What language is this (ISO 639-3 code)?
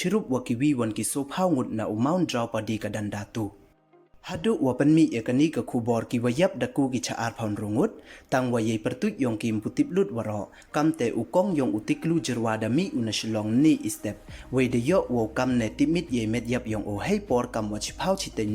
pbv